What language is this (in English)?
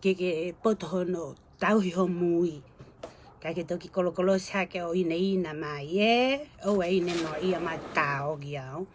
Tongan